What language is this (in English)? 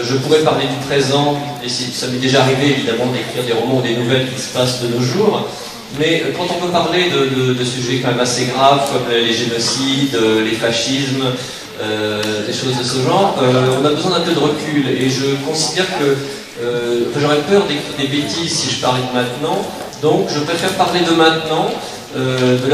French